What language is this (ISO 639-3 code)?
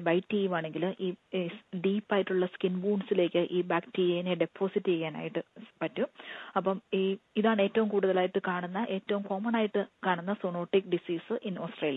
mal